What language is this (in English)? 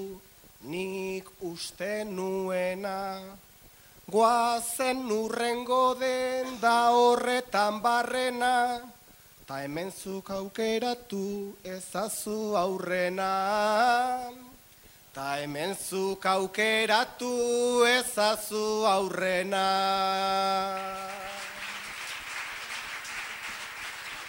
Basque